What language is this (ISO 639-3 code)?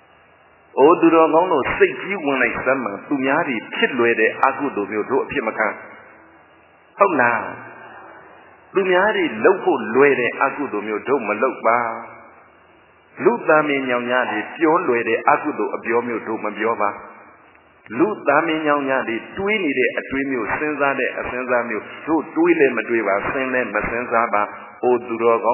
mya